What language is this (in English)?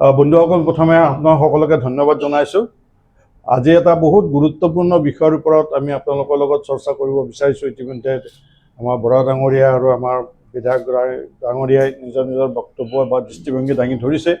Assamese